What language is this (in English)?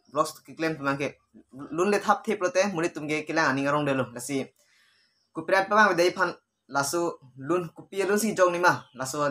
Karbi